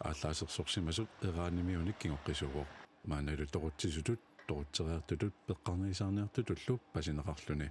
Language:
Kalaallisut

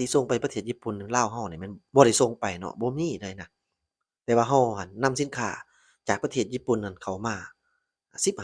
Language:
Lao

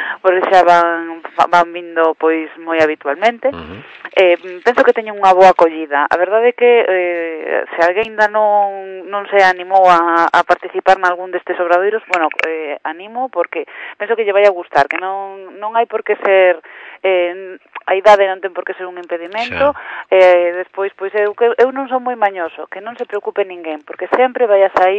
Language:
Galician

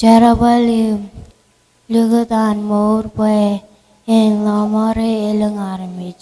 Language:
Marshallese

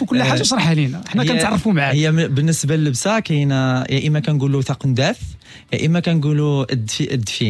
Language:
Moroccan Arabic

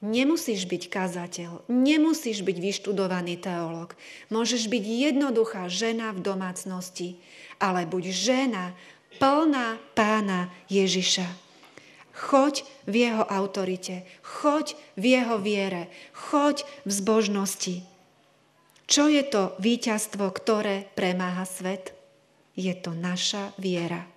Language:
Slovak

